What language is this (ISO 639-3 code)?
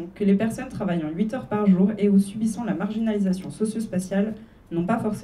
fra